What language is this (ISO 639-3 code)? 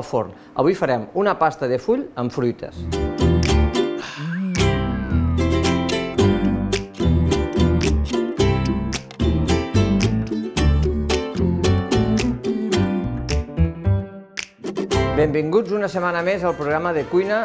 cat